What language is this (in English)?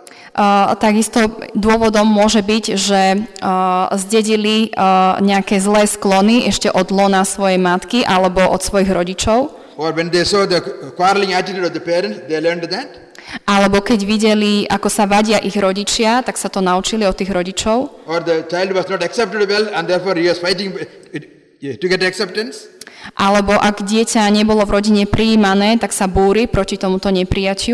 Slovak